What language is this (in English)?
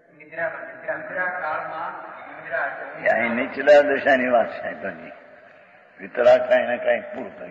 Gujarati